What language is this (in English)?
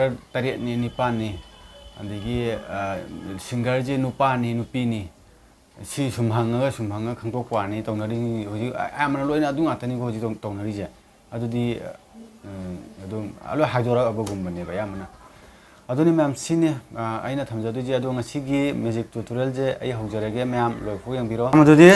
Manipuri